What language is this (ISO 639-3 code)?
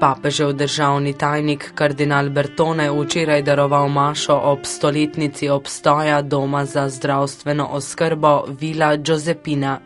slv